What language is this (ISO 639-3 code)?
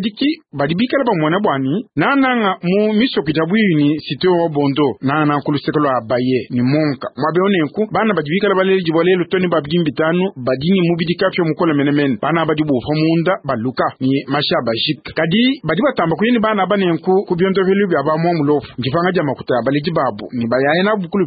lua